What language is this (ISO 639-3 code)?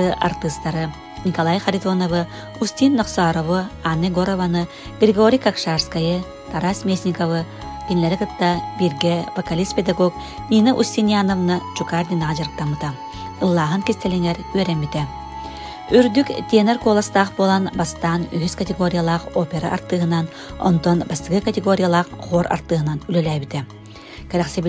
sah